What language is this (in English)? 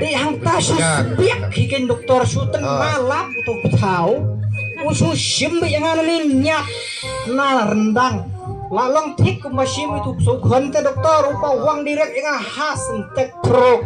Khasi